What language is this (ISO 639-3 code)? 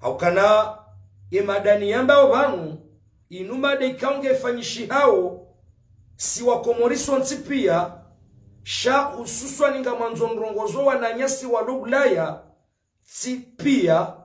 zdj